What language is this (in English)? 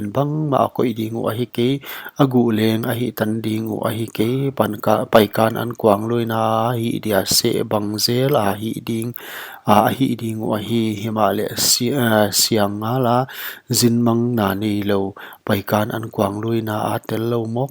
Paite Chin